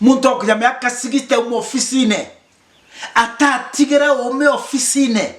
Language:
Meru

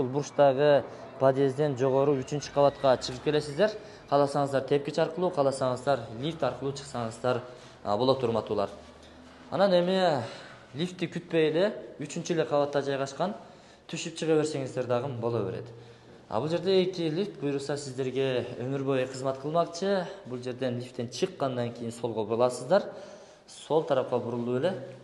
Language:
Kyrgyz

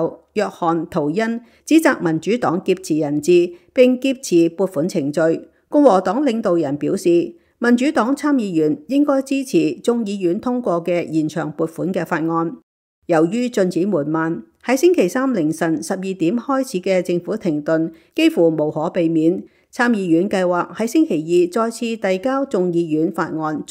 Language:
Cantonese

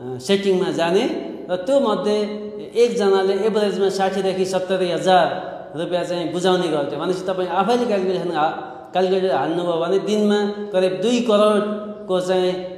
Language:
Nepali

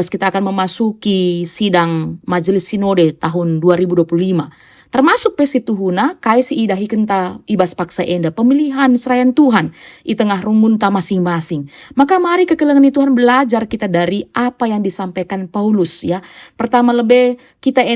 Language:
Batak Karo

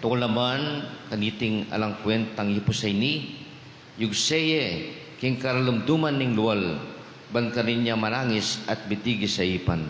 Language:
Pampanga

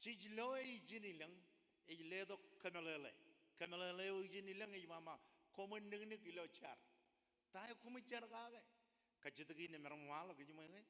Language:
Marshallese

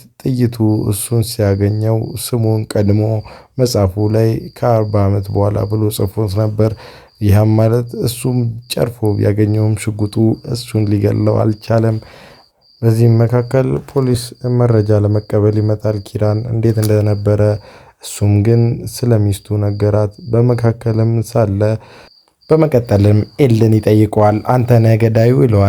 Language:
Amharic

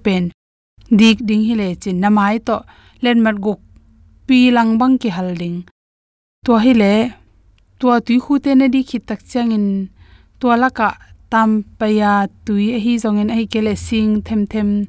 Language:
Tedim Chin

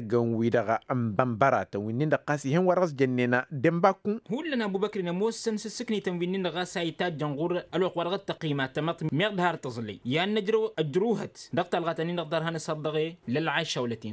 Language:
Tamasheq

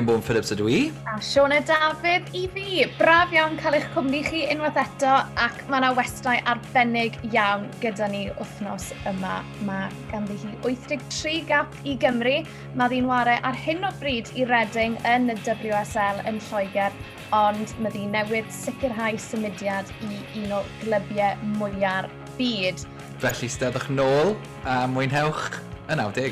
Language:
Welsh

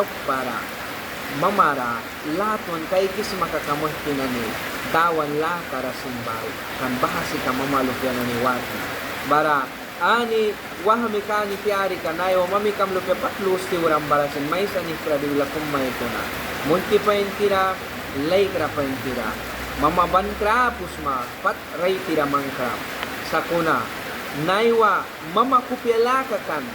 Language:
Mískito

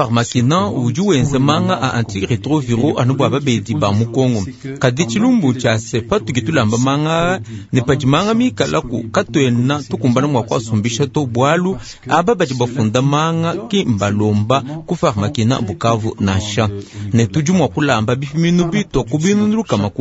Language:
Luba-Lulua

